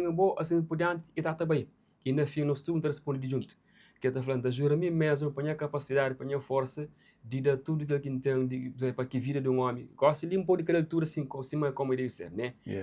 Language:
Kabuverdianu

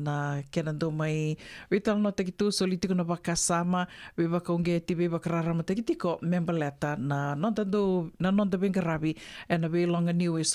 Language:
Fijian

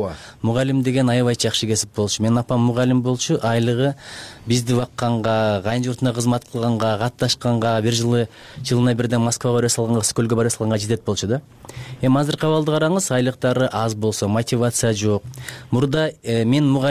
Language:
Kyrgyz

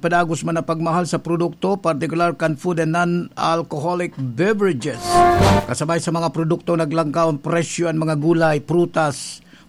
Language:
Bikol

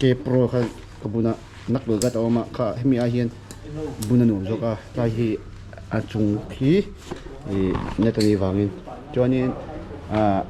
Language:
Mizo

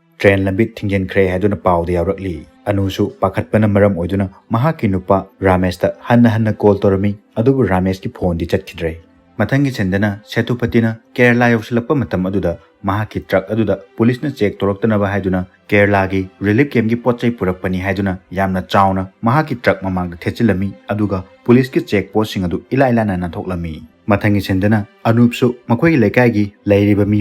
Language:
Manipuri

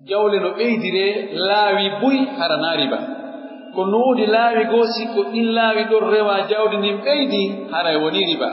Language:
Pular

